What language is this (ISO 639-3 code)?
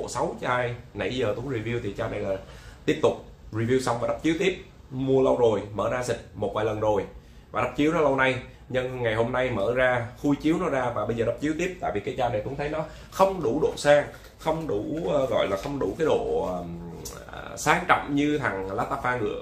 vie